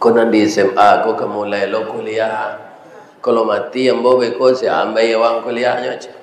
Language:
Minangkabau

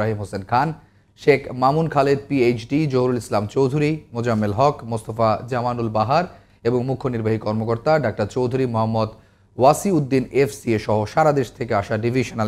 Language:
Bangla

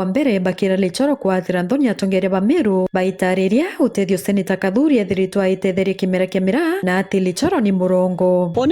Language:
Meru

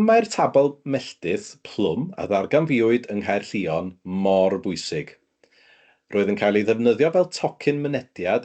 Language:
Welsh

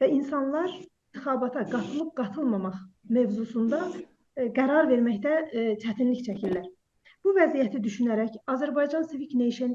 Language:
South Azerbaijani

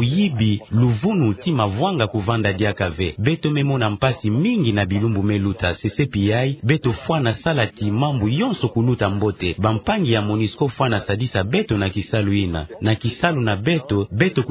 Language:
Kituba (Democratic Republic of Congo)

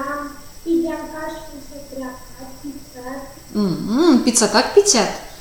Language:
Erzya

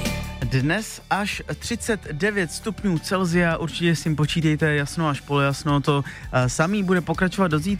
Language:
Czech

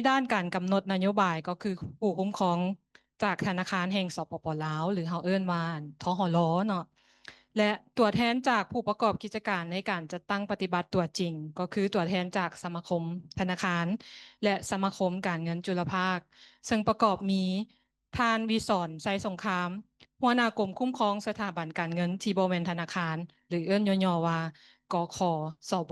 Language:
Lao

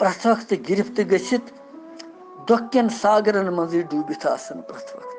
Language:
Kashmiri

